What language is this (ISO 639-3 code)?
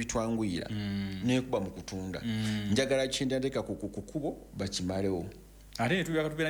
lug